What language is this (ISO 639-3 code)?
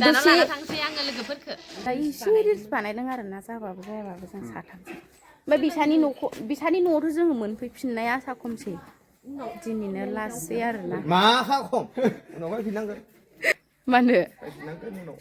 brx